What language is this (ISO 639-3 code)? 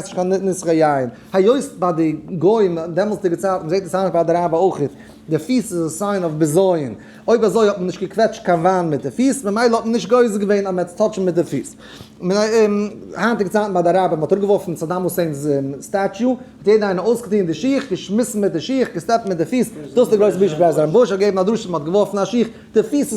yid